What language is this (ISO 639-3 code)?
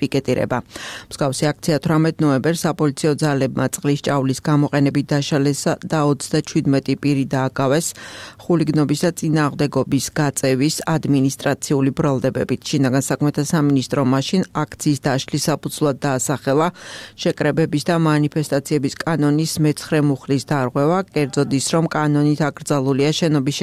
kat